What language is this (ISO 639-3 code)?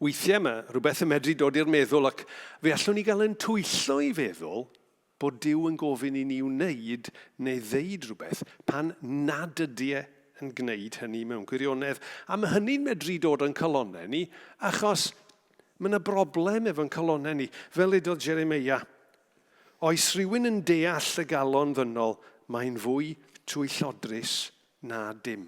cym